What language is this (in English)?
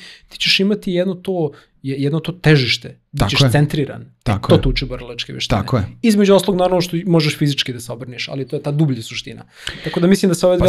Serbian